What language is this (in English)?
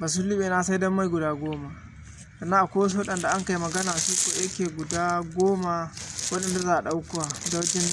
Hausa